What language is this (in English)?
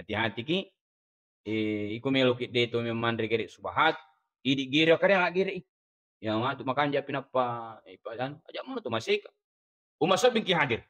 Buginese